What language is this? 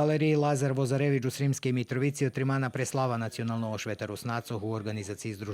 Rusyn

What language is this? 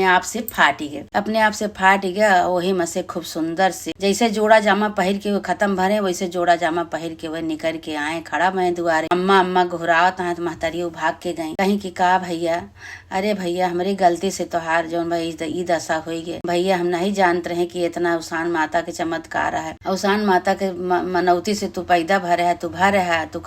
Awadhi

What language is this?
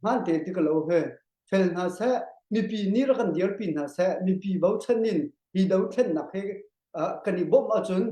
Hakha Chin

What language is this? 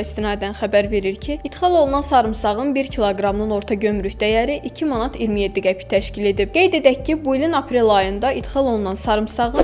Azerbaijani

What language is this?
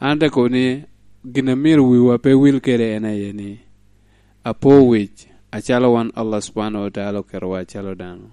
Lango (Uganda)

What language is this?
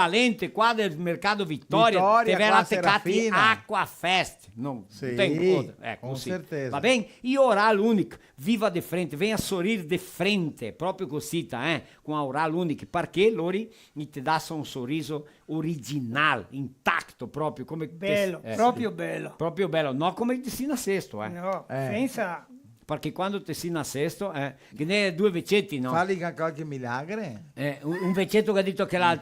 Venetian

